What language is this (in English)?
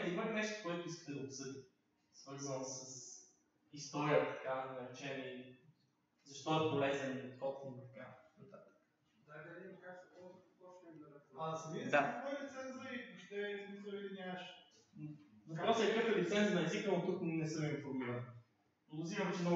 Bulgarian